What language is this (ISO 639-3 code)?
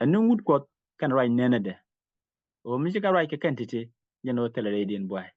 nus